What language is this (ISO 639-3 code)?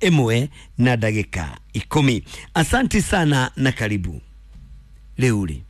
kik